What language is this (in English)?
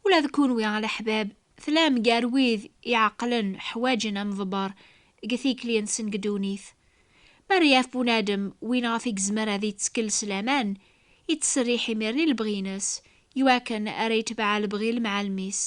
Kabyle